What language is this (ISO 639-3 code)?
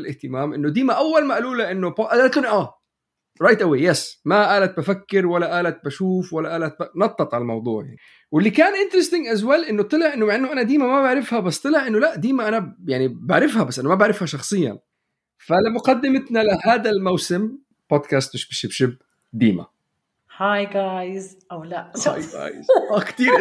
apc